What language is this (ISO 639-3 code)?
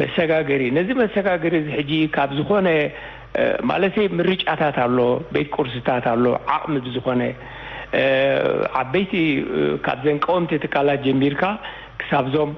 tir